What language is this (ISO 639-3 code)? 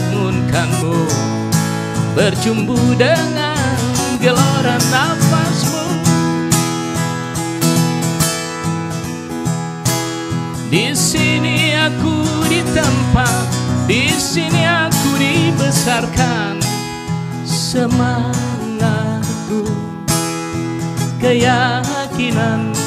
ind